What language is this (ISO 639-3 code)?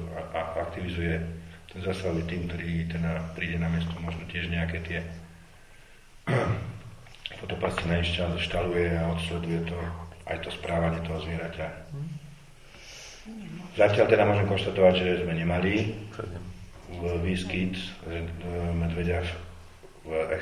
slk